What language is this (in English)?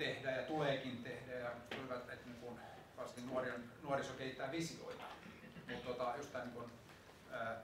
Finnish